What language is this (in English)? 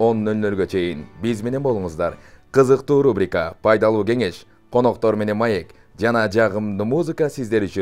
Kyrgyz